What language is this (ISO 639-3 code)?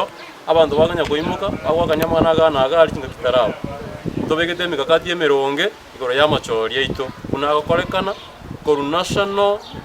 guz